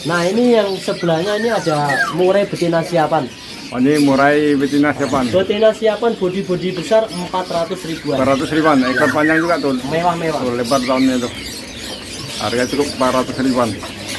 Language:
Indonesian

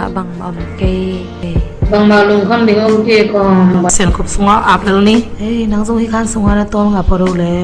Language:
Tedim Chin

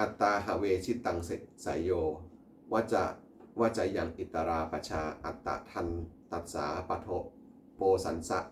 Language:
Pali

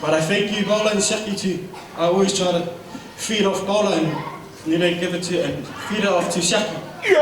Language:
Tongan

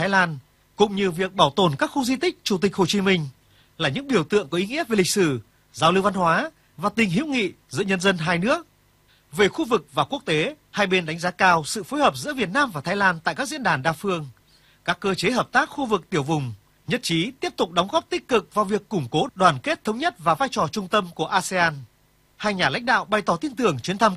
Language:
Vietnamese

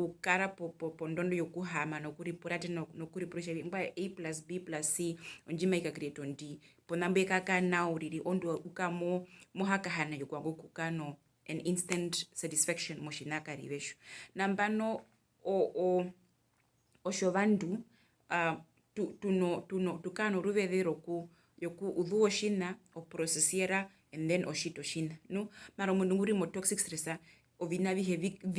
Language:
Herero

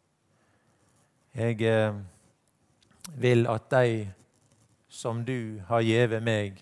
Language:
Norwegian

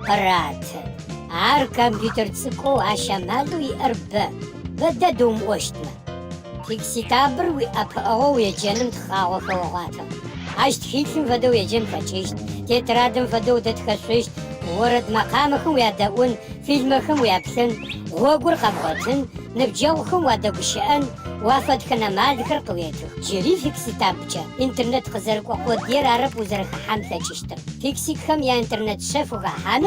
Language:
Adyghe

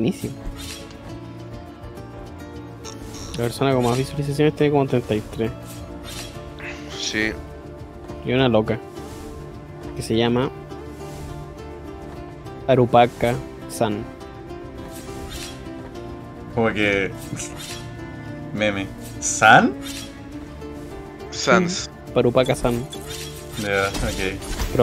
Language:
Spanish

